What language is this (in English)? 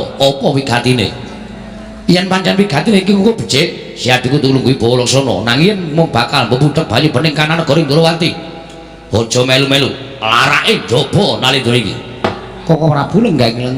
Javanese